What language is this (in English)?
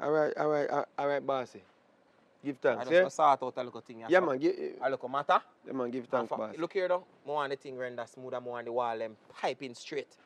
Jamaican Creole English